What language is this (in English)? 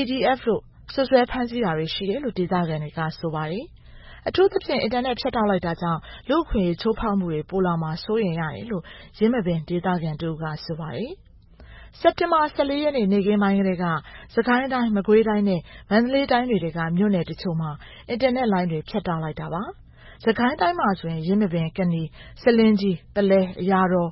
Burmese